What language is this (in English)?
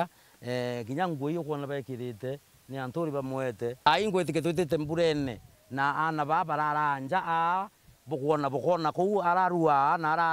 Meru